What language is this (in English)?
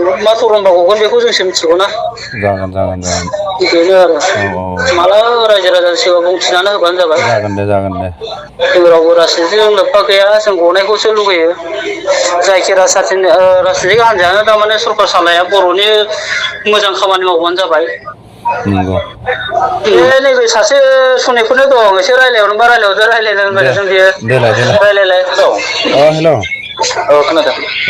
Bodo